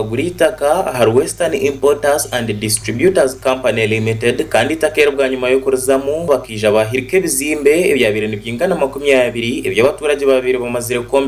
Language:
Nyankole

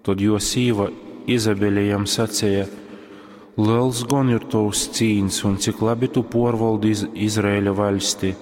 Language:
Latgalian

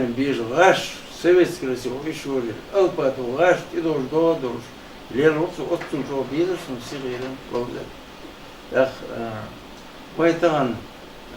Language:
Chechen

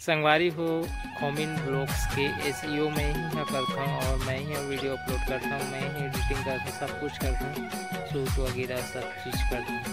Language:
Chhattisgarhi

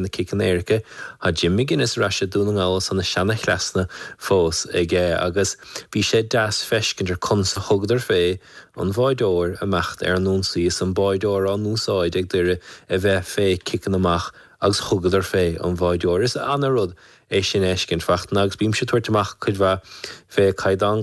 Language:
Irish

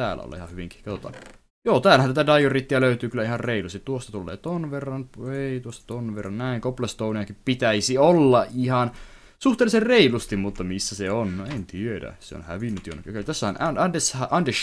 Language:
Finnish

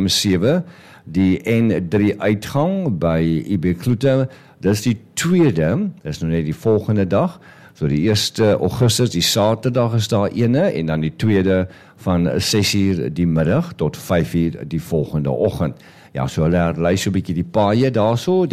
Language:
Afrikaans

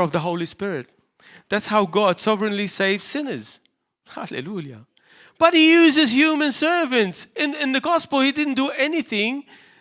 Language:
English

